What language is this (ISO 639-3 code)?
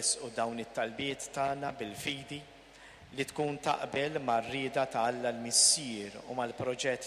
mlt